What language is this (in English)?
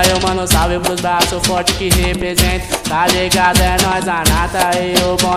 Portuguese